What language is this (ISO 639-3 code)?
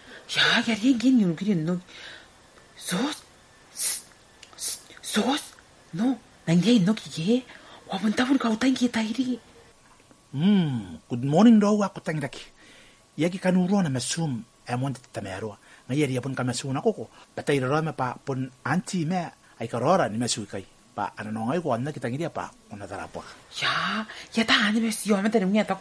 gil